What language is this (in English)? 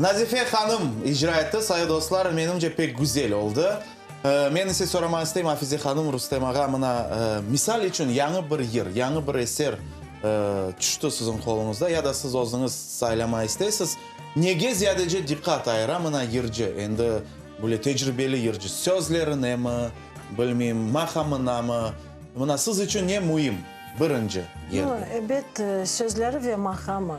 Crimean Tatar